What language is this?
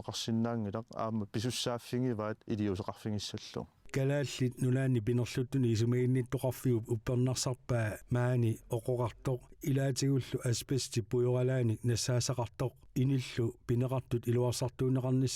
Kalaallisut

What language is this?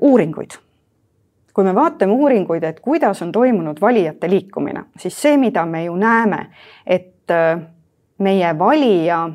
Estonian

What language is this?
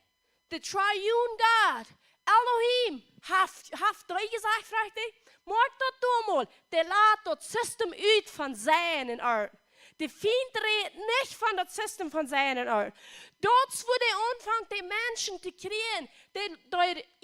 Plautdietsch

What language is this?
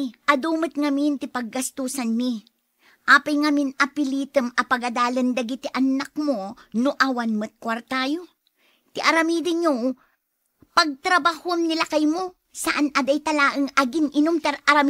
Iloko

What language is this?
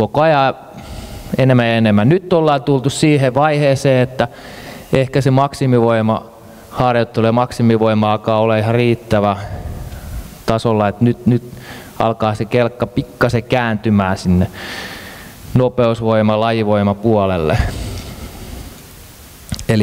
Finnish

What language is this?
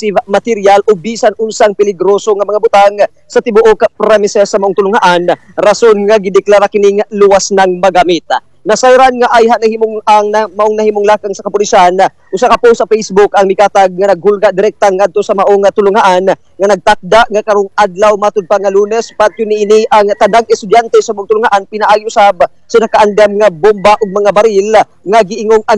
Cebuano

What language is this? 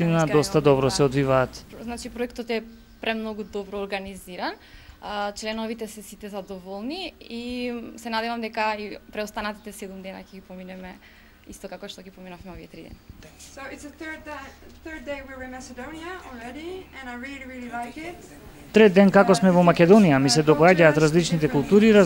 Macedonian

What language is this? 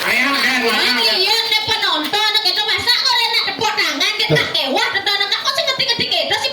Balinese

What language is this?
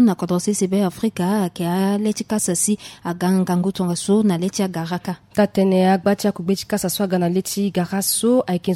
Sango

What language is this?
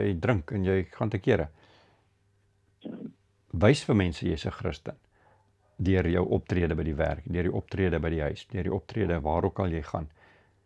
Afrikaans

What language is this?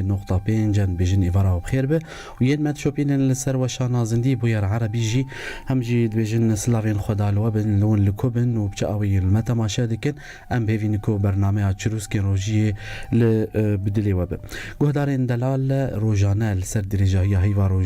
Kurdish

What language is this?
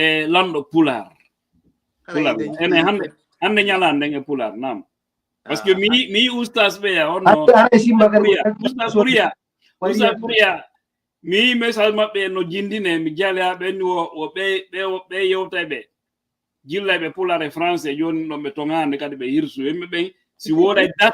Fula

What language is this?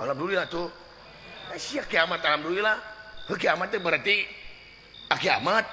Sundanese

